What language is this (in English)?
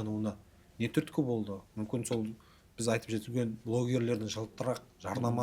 Kazakh